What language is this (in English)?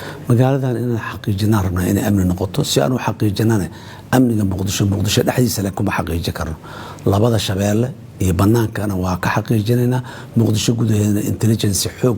Somali